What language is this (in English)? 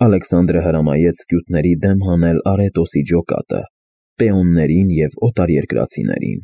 Armenian